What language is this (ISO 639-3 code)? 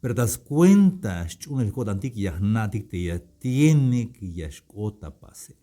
tzh